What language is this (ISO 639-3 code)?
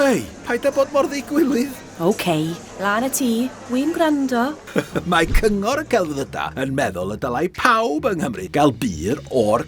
cym